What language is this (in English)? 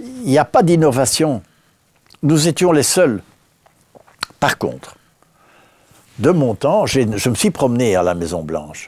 French